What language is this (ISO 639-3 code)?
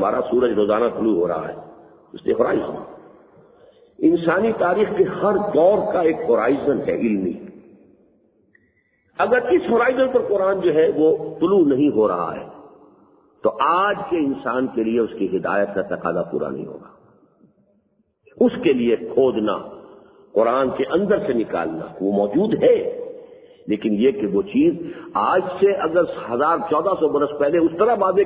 urd